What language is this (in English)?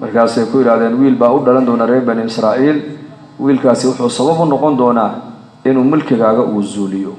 Somali